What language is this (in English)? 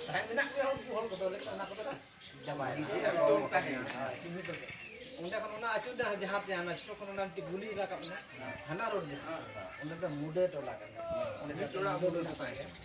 Santali